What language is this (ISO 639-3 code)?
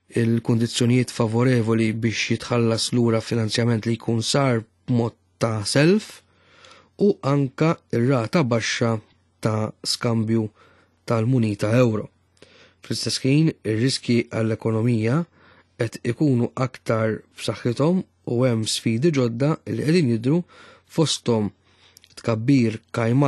mlt